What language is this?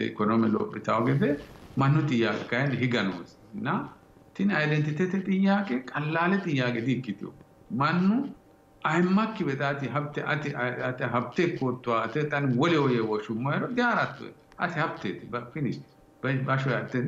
Sidamo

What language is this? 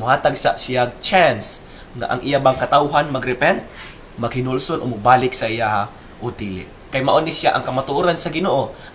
Cebuano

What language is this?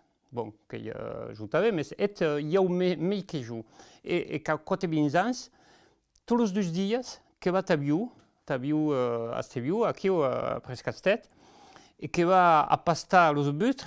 Occitan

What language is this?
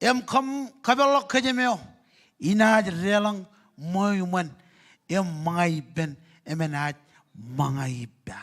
Marshallese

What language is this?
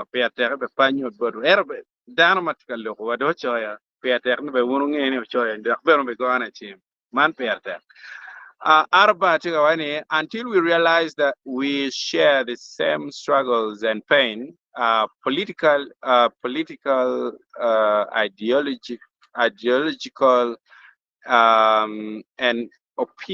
Acoli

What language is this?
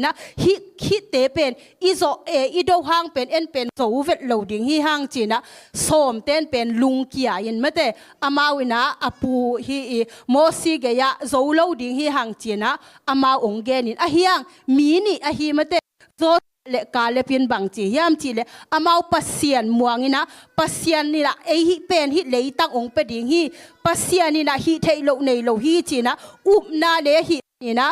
Tedim Chin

